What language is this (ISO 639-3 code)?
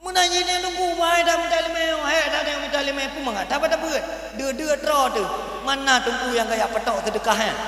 ace